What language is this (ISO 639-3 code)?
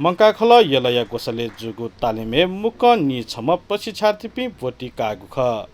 new